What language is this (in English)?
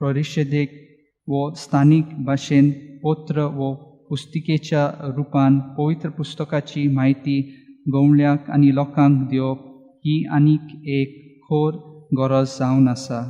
Konkani